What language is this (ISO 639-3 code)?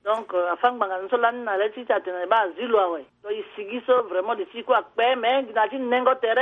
sag